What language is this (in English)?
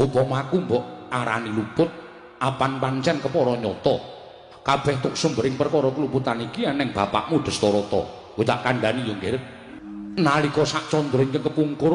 Javanese